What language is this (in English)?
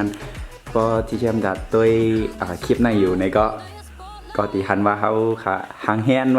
Shan